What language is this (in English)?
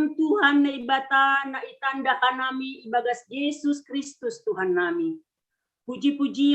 Batak Simalungun